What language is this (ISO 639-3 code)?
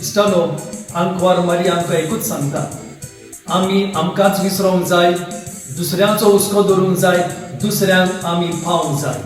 kok